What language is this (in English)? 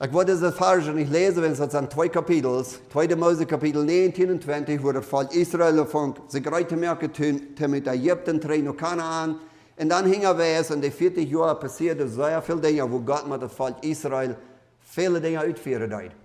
Plautdietsch